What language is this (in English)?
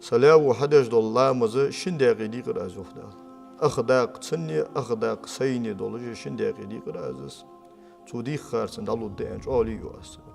Ingush